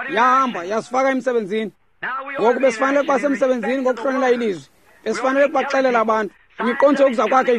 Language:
Xhosa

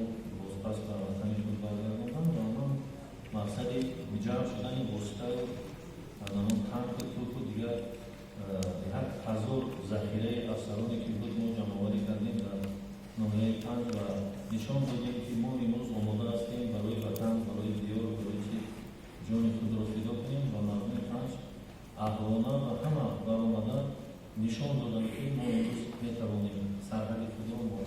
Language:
Tajik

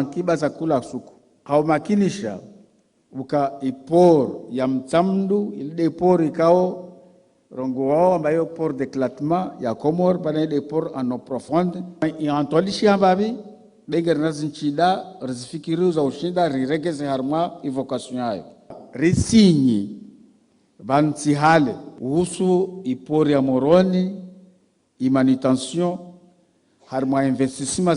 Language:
Ngazidja Comorian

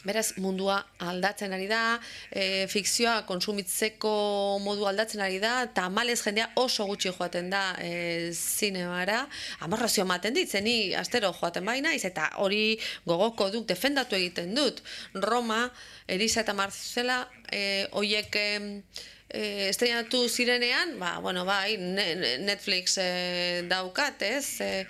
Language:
Basque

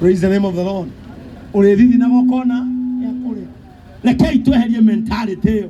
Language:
Kikuyu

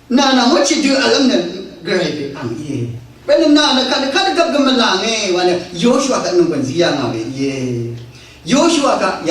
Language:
Rawang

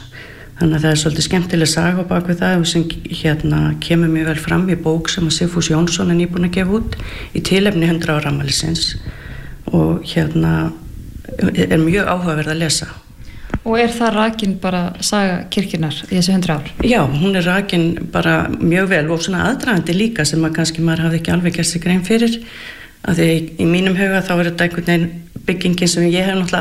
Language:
Icelandic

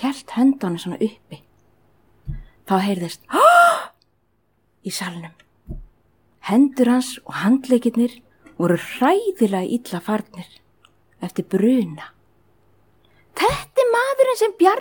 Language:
Icelandic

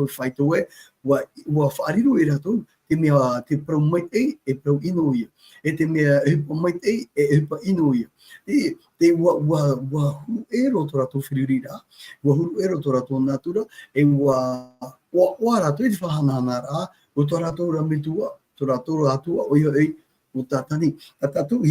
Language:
Tahitian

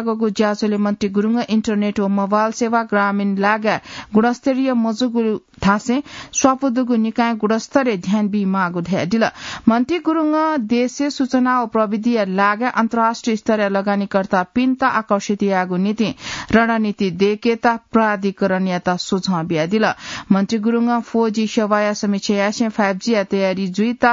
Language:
Newari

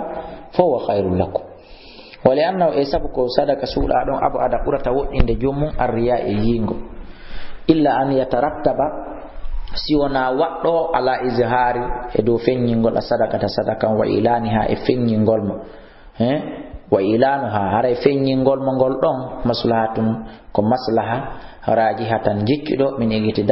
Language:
Fula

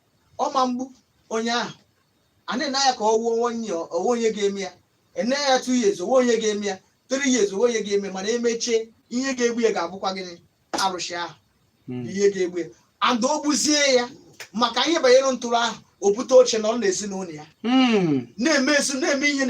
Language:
Igbo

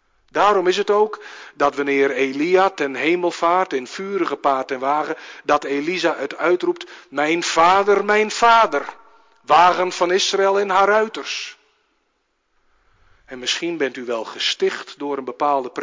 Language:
Dutch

